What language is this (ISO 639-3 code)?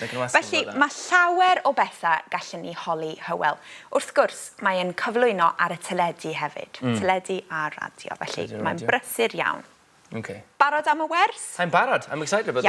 cym